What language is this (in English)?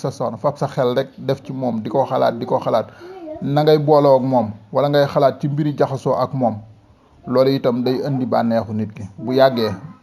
Wolof